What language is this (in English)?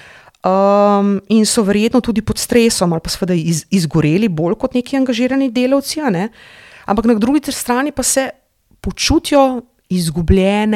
Slovenian